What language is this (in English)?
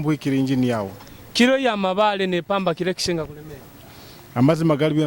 Nyoro